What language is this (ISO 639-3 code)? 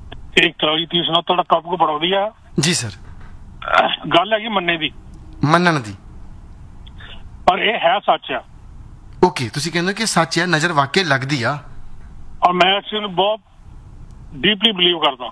pan